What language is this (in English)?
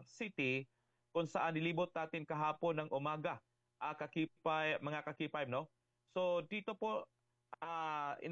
Filipino